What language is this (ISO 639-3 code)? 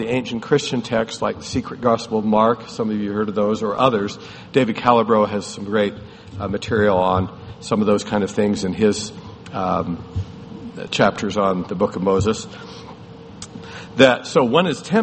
eng